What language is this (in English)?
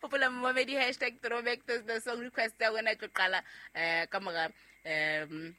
Southern Sotho